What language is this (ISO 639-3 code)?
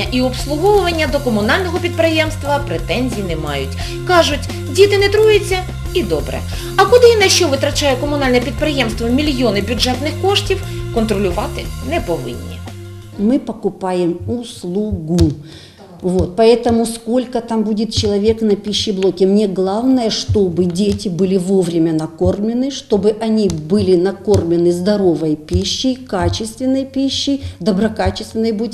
ukr